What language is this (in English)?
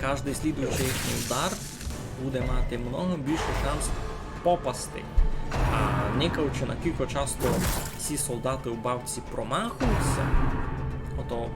Rusyn